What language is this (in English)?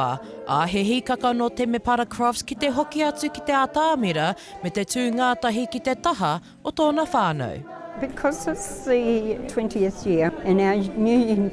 Māori